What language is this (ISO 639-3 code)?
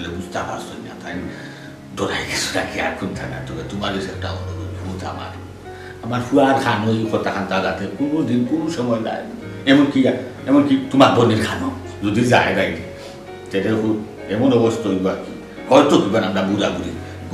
syl